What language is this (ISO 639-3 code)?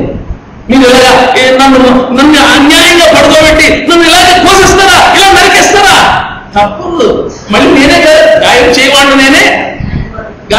tel